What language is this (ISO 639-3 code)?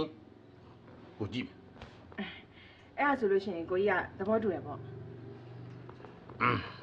mya